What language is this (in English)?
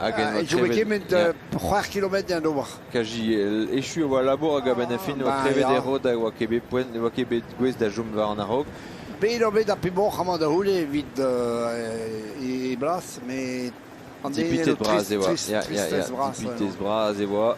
Breton